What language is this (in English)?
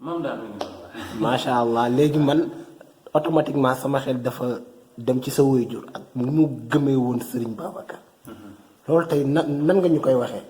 Wolof